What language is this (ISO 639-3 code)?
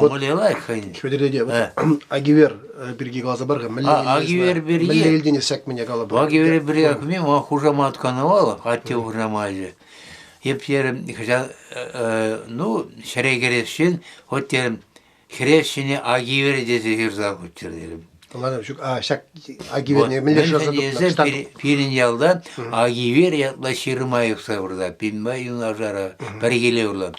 chv